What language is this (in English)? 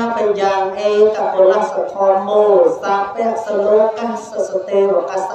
Khmer